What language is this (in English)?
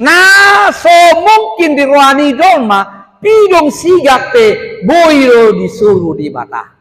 Batak Toba